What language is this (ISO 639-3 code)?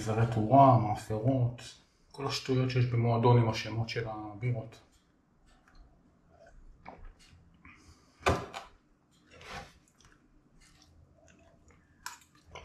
heb